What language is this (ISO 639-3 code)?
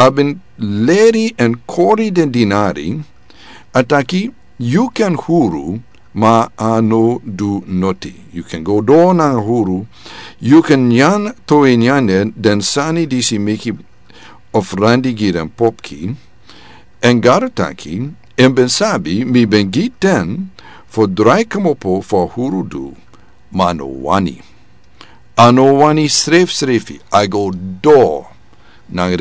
srn